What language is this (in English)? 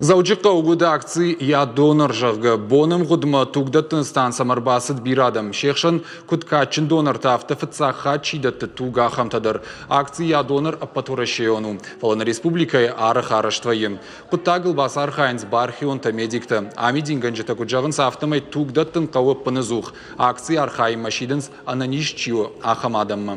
Ossetic